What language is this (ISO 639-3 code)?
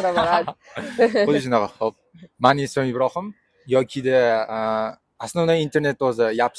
uzb